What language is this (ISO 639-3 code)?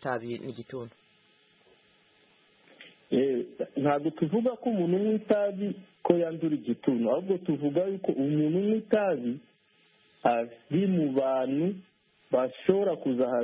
kin